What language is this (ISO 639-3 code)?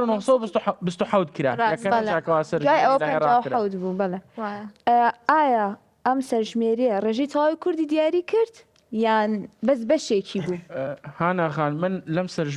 ckb